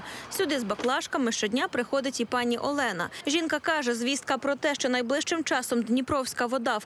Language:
Ukrainian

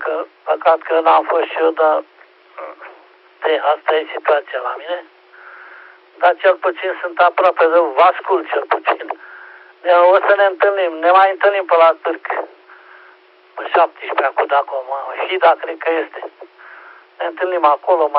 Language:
Romanian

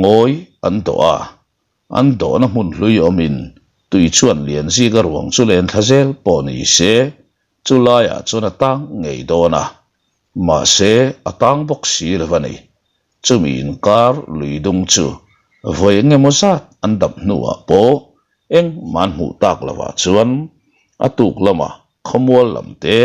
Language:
Mizo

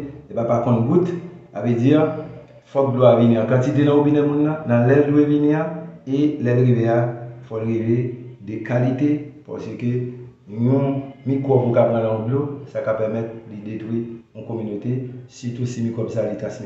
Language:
Haitian Creole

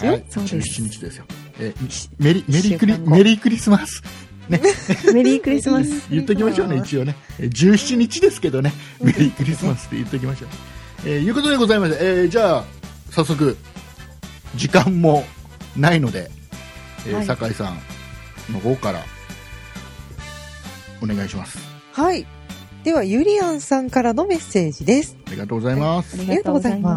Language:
Japanese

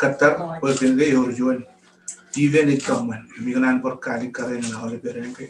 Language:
Marshallese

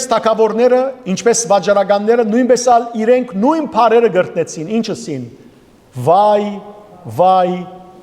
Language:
Western Armenian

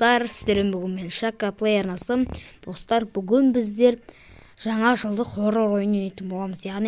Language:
Kazakh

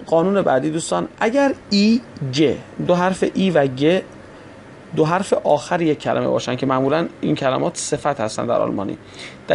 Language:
Persian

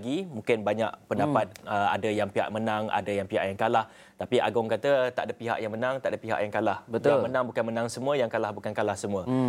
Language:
Malay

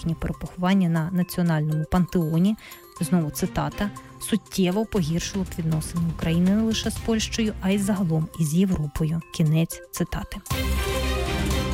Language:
Ukrainian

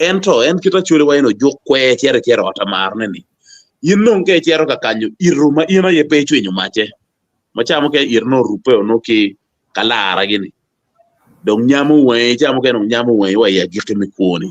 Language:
Acoli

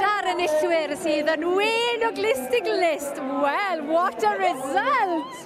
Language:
Welsh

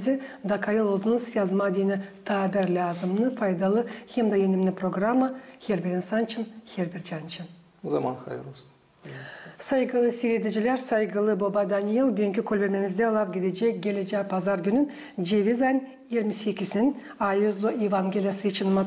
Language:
Gagauz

